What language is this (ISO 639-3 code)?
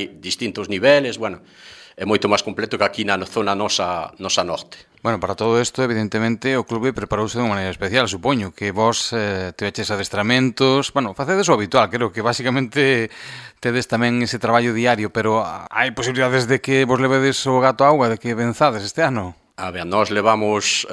glg